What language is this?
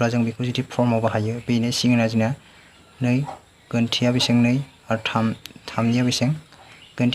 Bodo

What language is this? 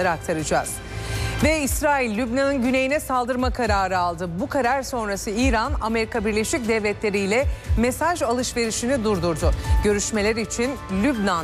Turkish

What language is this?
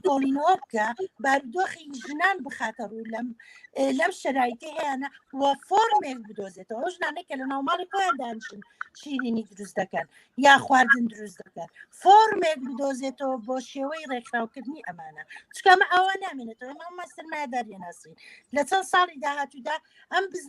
Central Kurdish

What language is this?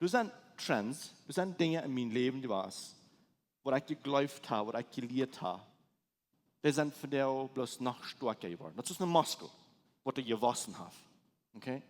Plautdietsch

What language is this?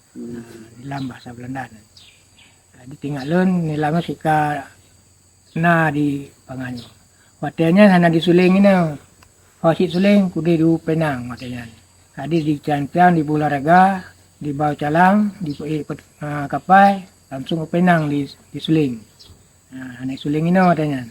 Achinese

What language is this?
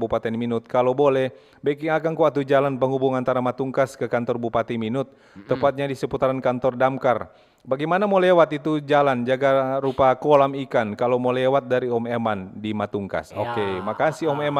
Manado Malay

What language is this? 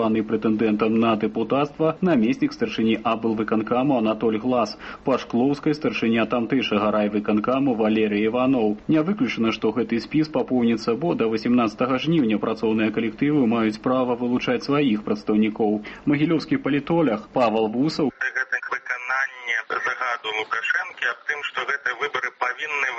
Belarusian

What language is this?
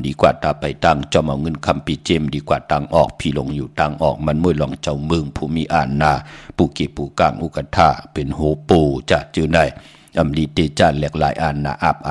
Shan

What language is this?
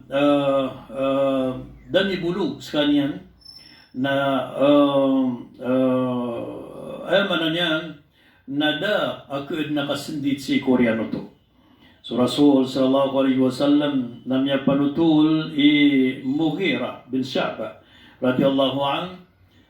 Maranao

